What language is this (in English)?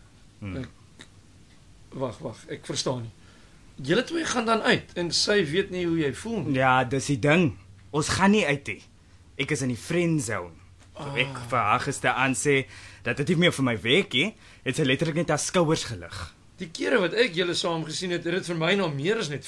Afrikaans